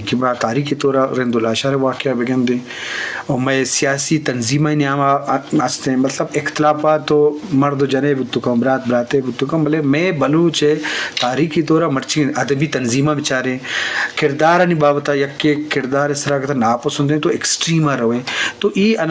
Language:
Eastern Balochi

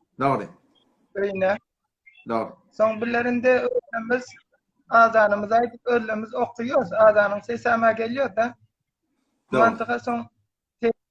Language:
Turkmen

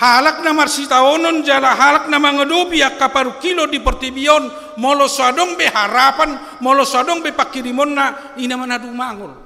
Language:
Batak Toba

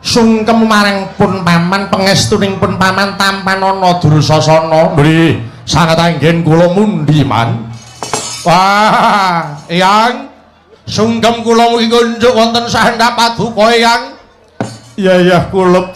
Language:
Javanese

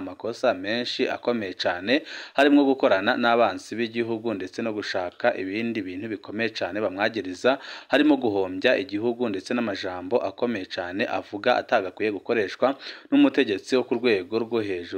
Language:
Rundi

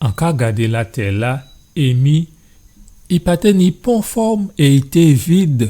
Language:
Guadeloupean Creole French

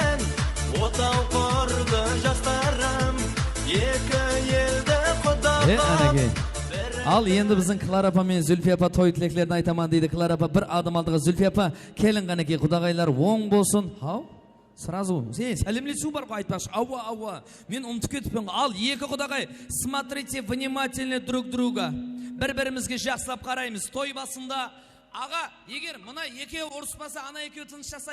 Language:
Kara-Kalpak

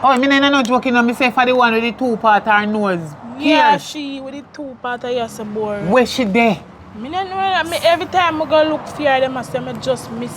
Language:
Jamaican Creole English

